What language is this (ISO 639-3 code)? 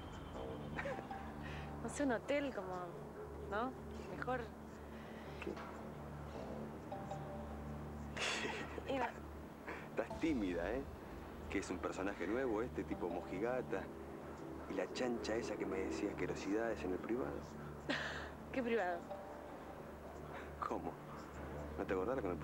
spa